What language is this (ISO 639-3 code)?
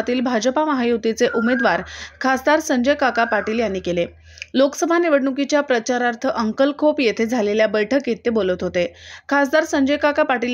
mar